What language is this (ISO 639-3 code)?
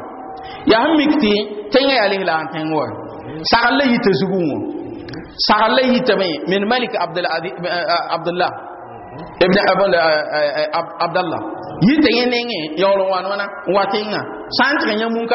mos